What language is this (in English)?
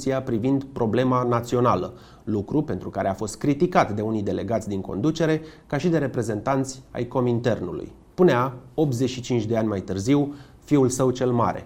Romanian